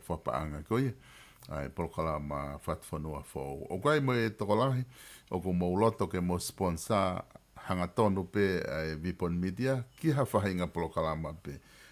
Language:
Tongan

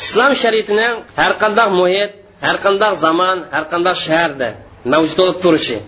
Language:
Uyghur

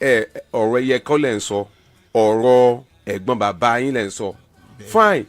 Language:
Yoruba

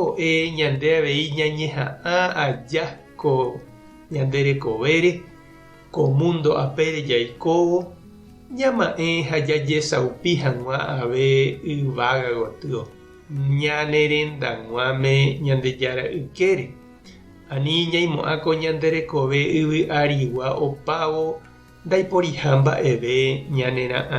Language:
Guarani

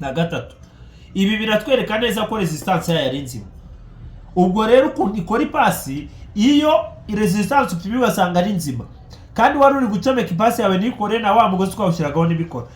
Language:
Kinyarwanda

